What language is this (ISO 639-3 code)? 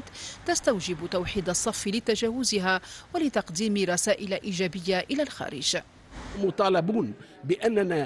ara